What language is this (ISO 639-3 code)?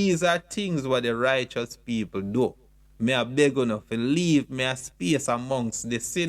jam